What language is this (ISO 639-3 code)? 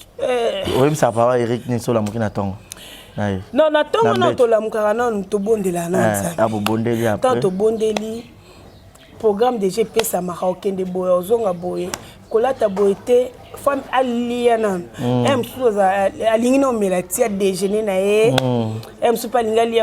lin